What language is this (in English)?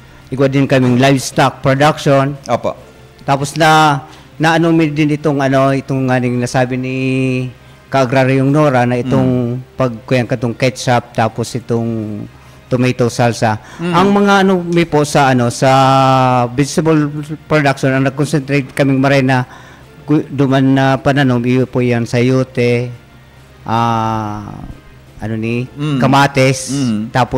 Bikol